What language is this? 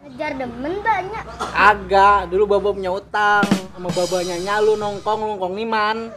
Betawi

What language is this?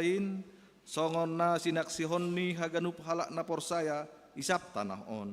Batak Simalungun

